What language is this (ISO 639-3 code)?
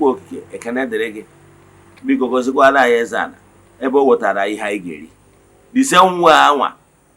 ibo